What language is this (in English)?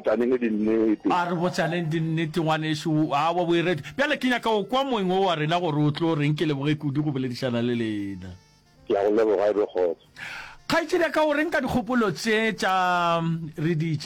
Northern Sotho